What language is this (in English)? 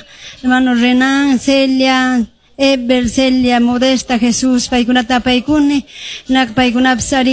Quechua